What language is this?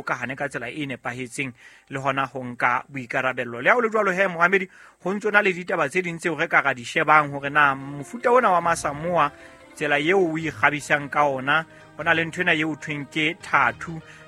Southern Sotho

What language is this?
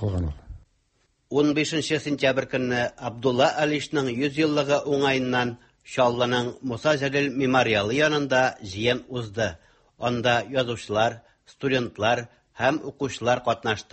Tatar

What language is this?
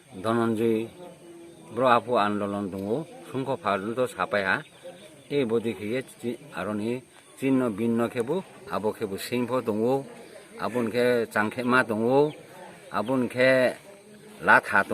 Riang (India)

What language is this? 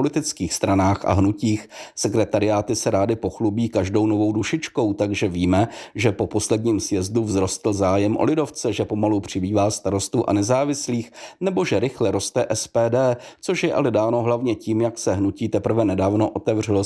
Czech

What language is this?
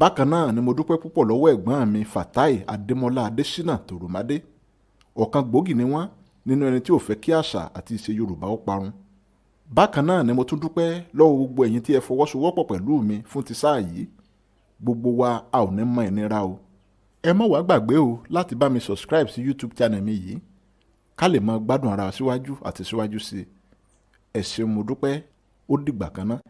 Yoruba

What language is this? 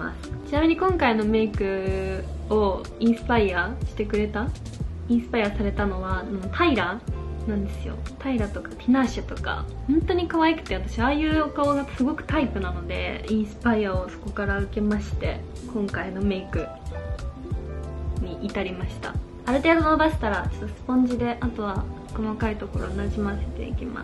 Japanese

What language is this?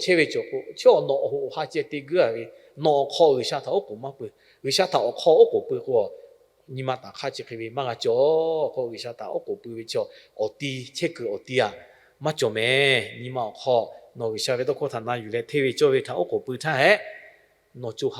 Lahu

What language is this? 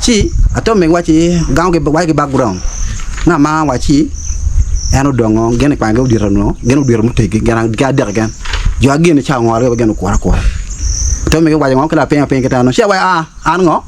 Acoli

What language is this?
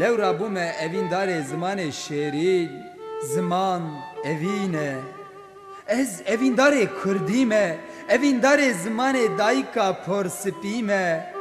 Kurdish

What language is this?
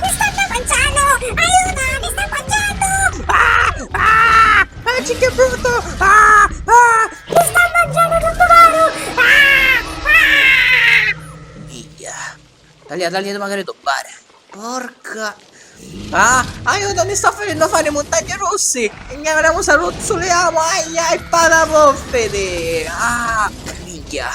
Sicilian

